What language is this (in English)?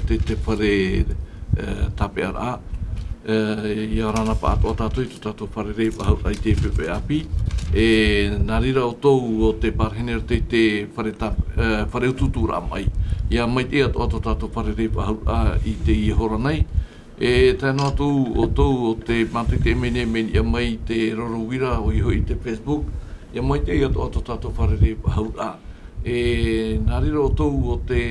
Tahitian